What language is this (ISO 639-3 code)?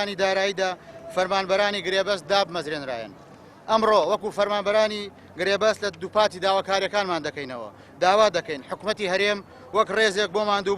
ckb